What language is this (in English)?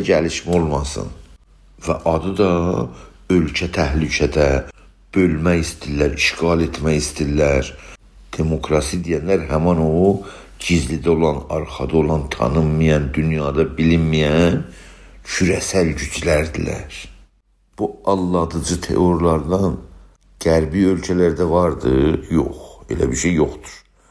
South Azerbaijani